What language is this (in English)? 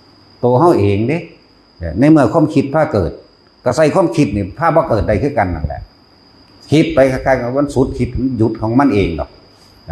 Northeastern Thai